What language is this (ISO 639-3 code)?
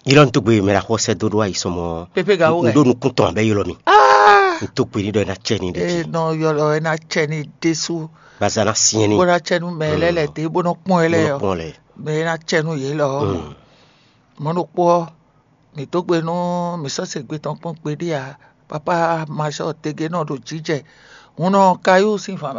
fon